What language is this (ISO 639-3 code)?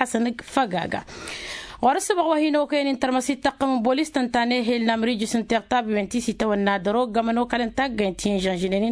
taq